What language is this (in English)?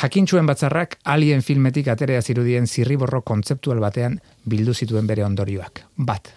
Basque